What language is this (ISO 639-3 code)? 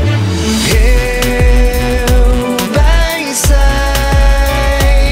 por